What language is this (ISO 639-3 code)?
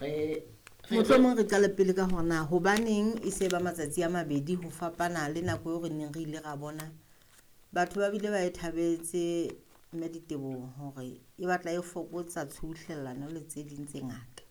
sot